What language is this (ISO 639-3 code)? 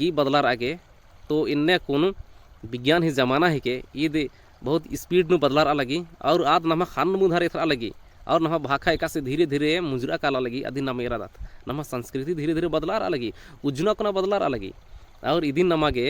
kru